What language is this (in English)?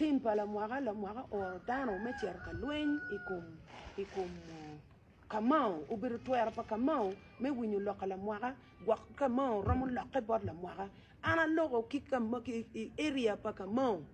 Acoli